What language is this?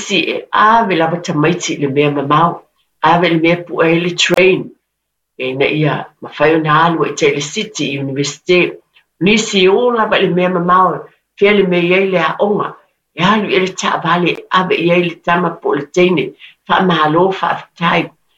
Samoan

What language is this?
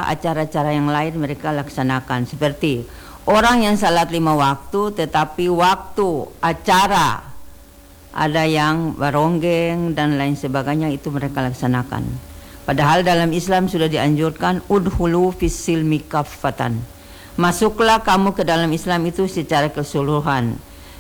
Indonesian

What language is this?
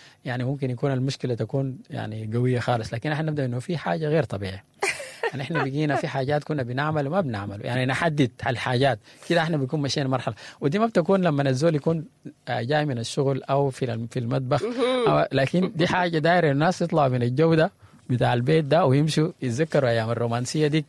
Sudanese Arabic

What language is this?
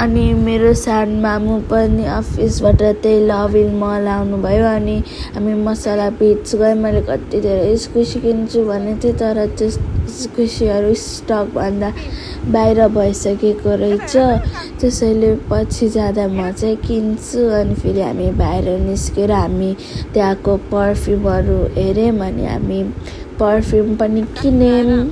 Nepali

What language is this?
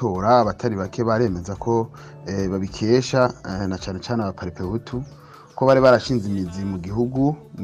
Rundi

